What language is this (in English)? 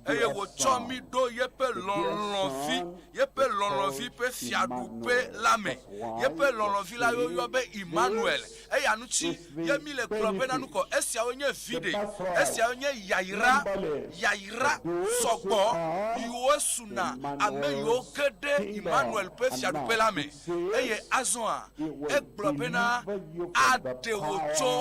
Ewe